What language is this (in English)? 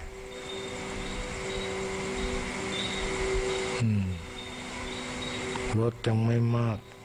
Thai